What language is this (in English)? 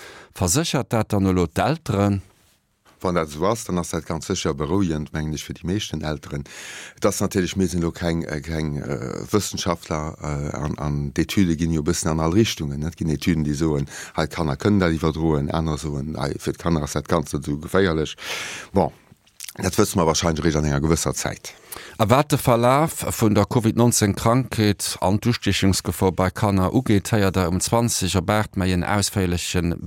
Luxembourgish